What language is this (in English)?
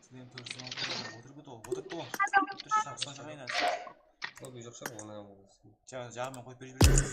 Kara-Kalpak